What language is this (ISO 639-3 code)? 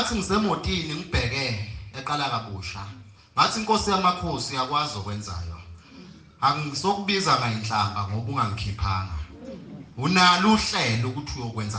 zul